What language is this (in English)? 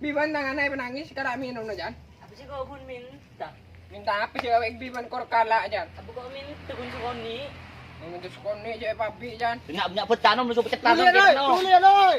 Madurese